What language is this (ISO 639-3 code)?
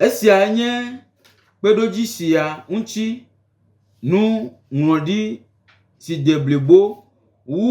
gej